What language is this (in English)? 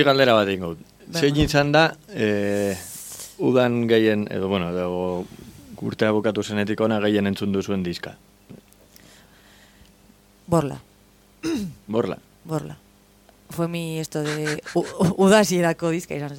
Basque